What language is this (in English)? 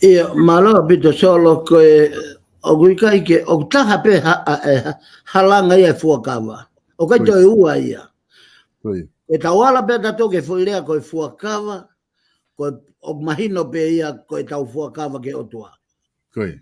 Tongan